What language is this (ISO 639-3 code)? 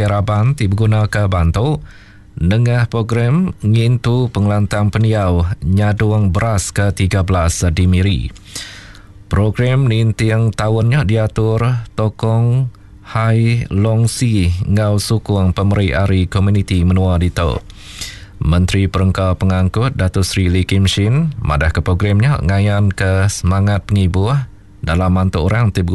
iba